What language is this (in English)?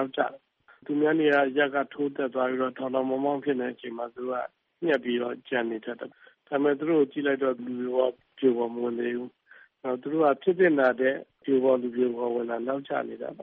Burmese